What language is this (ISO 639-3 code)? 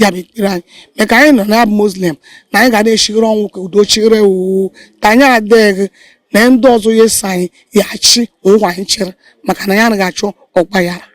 ibo